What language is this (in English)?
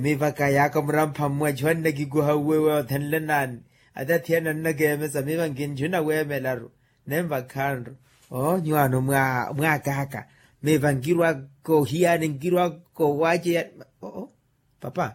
Makhuwa